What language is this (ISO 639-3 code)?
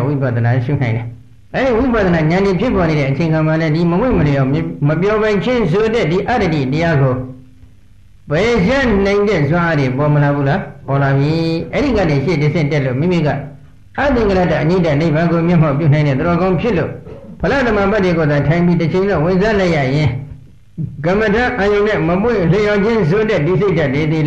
mya